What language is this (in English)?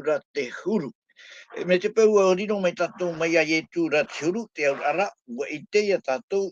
Tahitian